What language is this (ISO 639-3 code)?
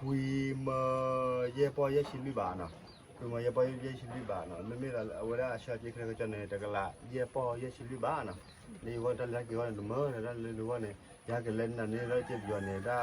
ksw